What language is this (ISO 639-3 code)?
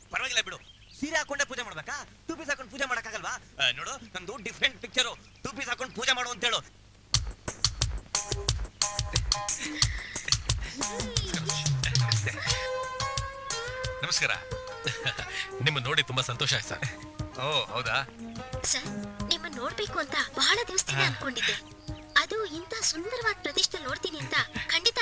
kan